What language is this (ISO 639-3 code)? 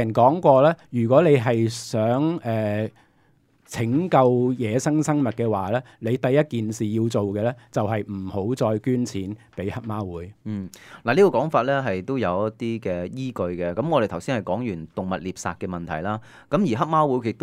yue